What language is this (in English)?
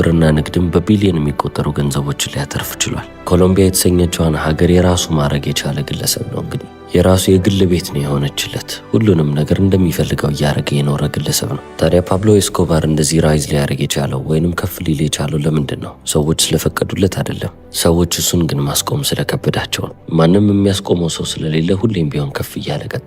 Amharic